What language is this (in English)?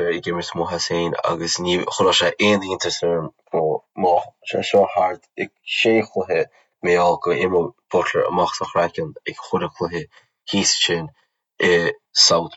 Irish